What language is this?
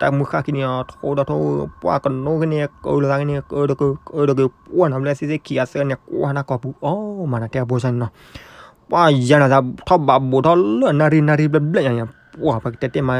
S'gaw Karen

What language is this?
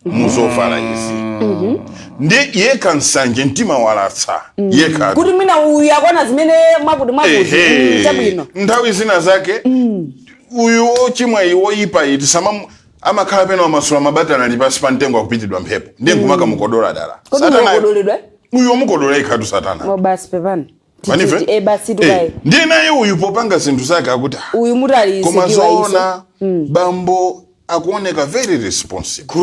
Nyanja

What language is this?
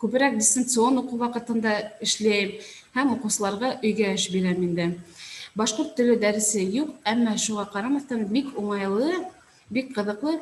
Bashkir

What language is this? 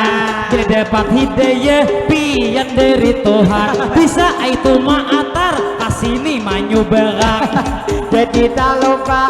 Banjar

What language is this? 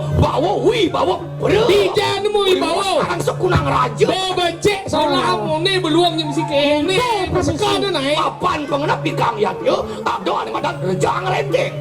Balinese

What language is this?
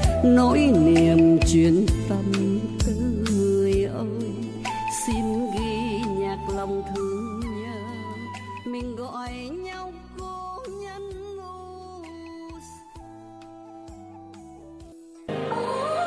Vietnamese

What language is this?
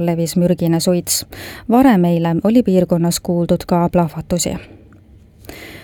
Estonian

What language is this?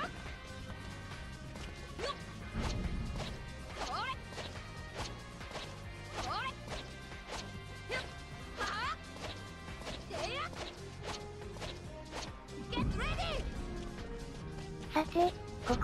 Japanese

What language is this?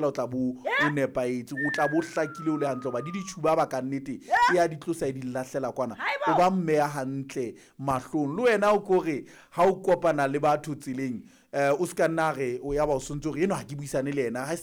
Southern Sotho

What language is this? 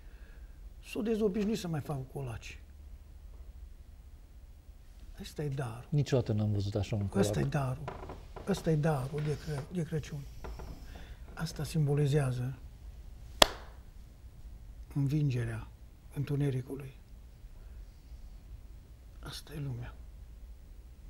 Romanian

